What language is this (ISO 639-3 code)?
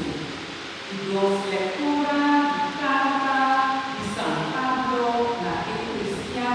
pap